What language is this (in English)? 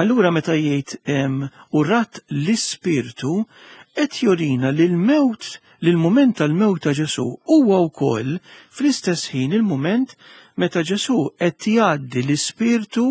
Maltese